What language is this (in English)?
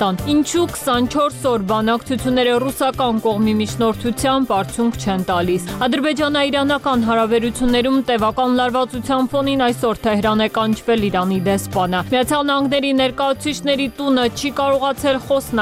Armenian